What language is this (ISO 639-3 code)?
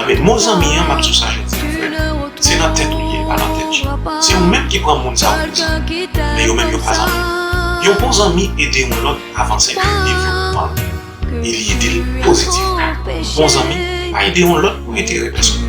hat